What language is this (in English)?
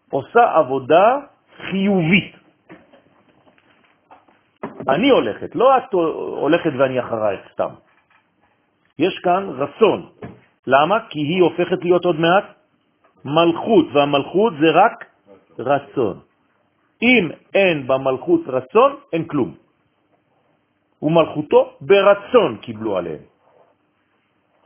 Hebrew